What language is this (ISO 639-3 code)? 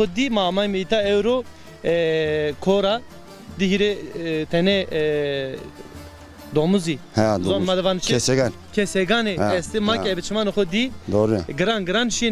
zza